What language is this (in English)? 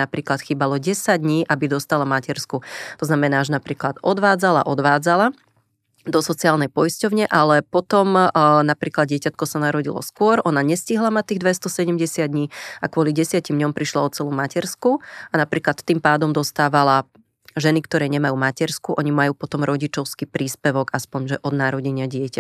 Slovak